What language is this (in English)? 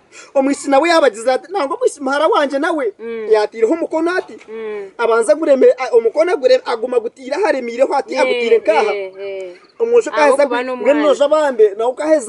Nyankole